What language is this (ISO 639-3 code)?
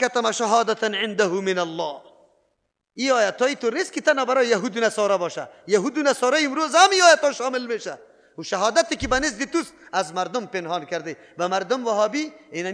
fas